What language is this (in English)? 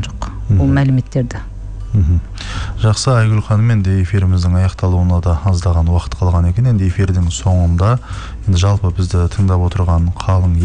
Kazakh